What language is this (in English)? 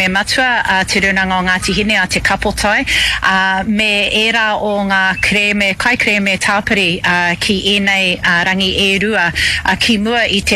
Māori